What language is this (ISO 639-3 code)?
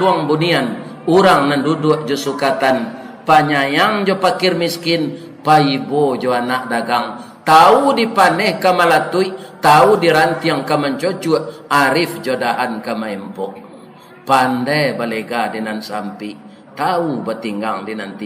min